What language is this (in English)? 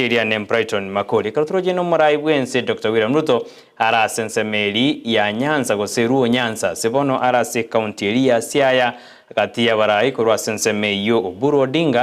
Gusii